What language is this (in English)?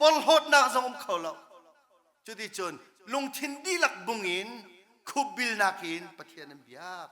Hakha Chin